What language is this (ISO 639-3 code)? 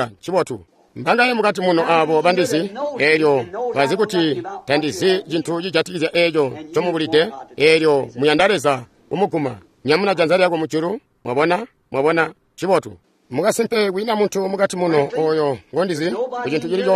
toi